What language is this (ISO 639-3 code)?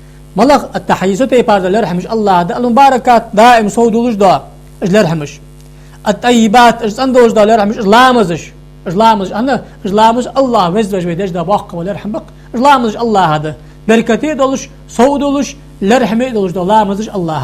inh